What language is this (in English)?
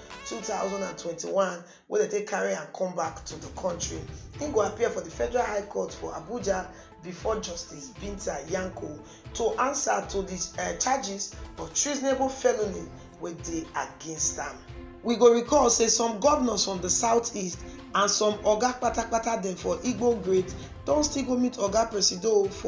Nigerian Pidgin